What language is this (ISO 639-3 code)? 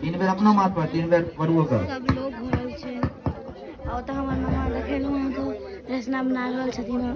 mai